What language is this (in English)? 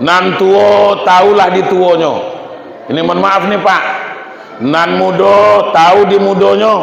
Minangkabau